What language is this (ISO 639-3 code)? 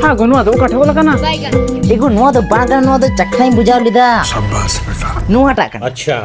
sat